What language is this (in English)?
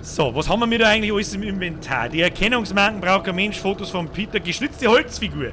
Bavarian